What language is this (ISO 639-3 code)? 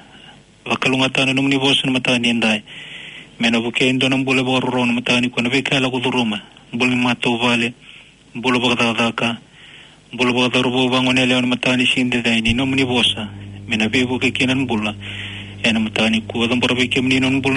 fij